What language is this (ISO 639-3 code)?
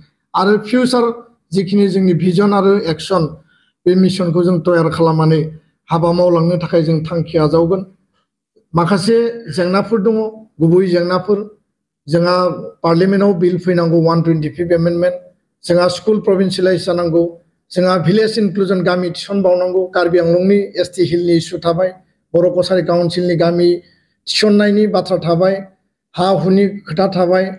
brx